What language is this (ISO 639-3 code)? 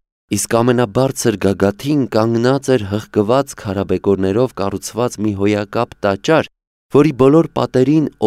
hye